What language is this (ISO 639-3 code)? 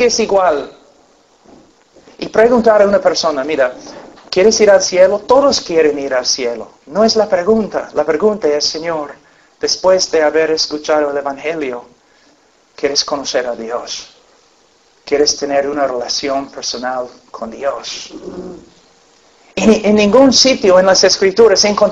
spa